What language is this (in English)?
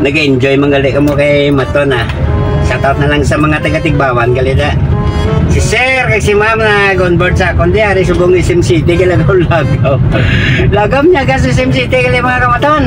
Hiligaynon